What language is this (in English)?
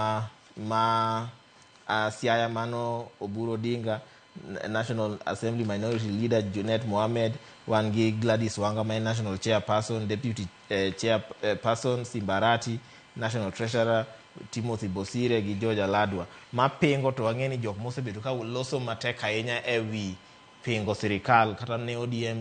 Luo (Kenya and Tanzania)